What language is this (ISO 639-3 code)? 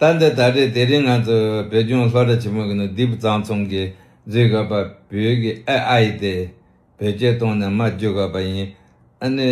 bod